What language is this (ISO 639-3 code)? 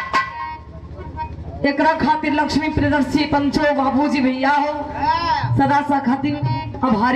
bho